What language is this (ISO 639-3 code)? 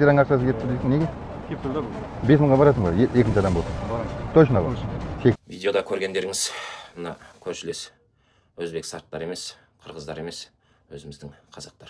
kaz